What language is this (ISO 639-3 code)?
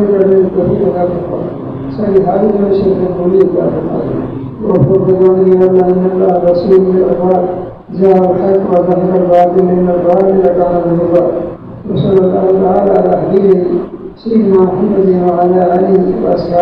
urd